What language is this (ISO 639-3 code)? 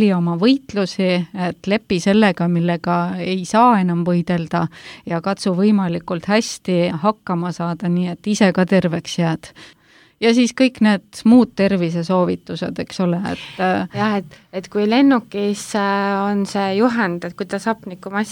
est